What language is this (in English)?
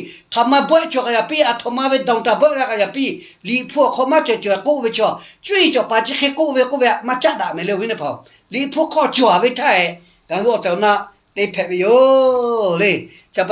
Lahu